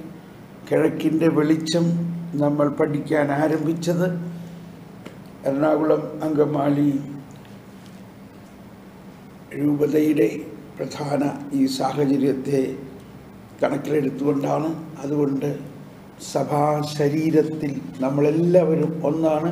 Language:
Malayalam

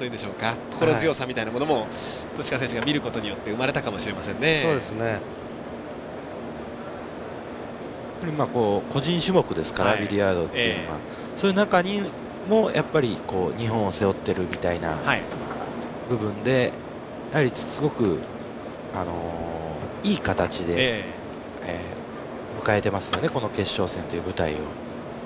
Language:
Japanese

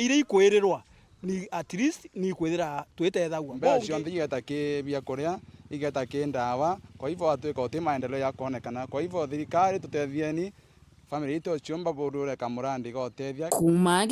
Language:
Meru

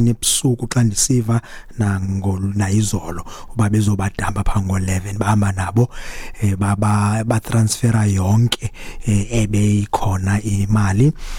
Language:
Xhosa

